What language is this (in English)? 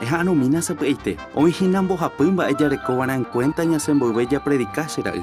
Guarani